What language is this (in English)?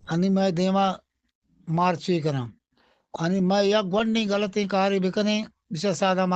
Eastern Balochi